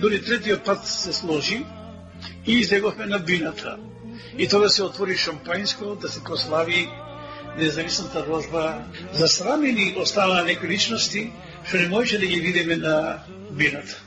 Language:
Macedonian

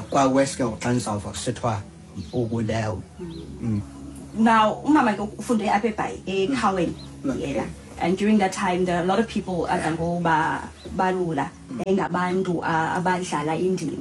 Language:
Xhosa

